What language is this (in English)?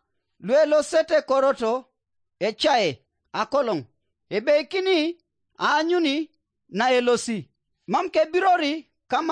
Teso